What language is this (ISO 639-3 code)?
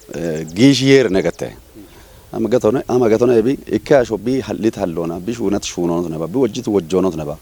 kbr